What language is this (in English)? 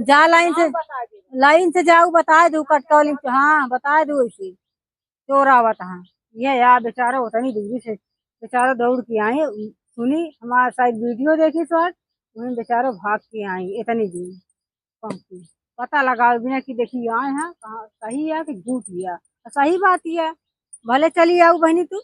Awadhi